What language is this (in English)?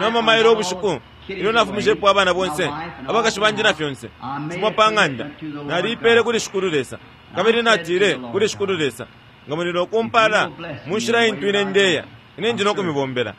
Bemba